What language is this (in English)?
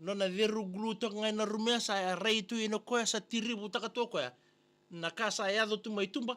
Fijian